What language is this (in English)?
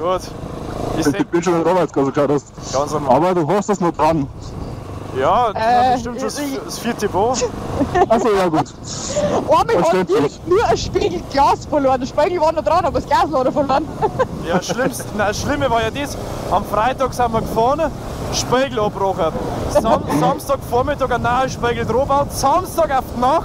Bavarian